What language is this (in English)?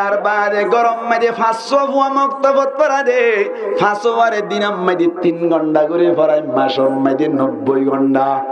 Rohingya